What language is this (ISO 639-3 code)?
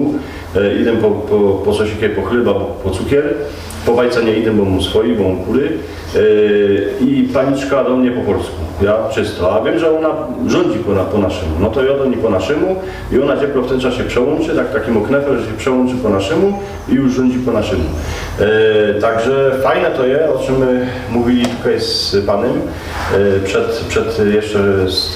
szl